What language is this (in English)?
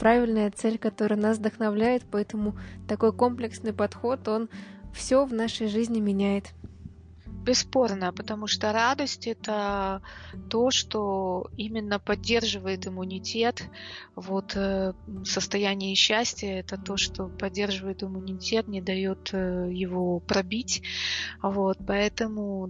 Russian